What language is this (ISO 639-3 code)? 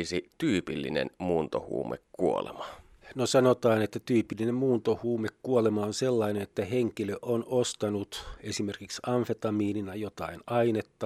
fin